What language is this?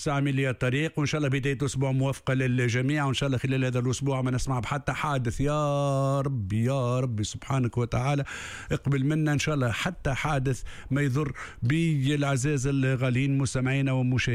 Tunisian Arabic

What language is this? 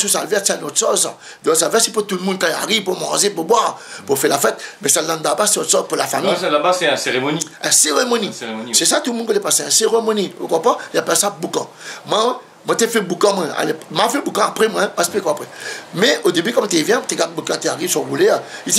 Réunion Creole French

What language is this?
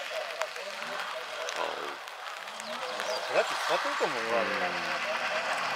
Japanese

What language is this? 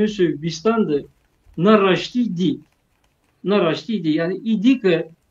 Zaza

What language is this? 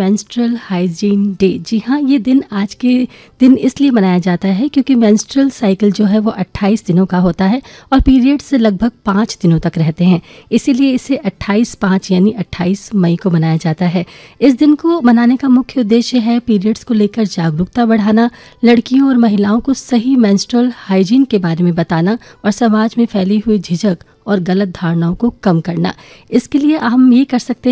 Hindi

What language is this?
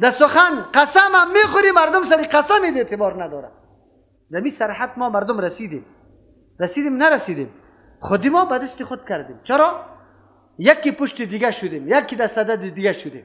Persian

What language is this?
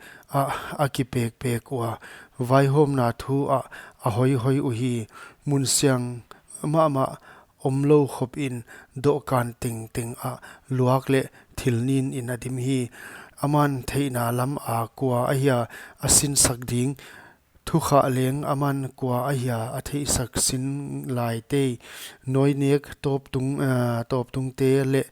Paite Chin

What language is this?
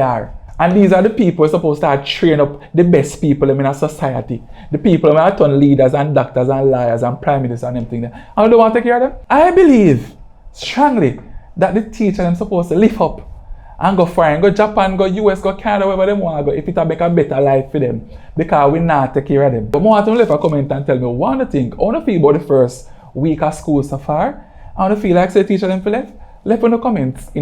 Jamaican Creole English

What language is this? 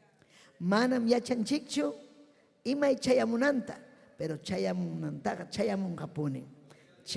Ayacucho Quechua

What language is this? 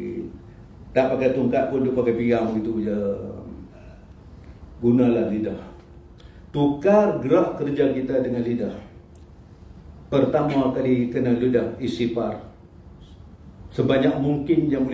Malay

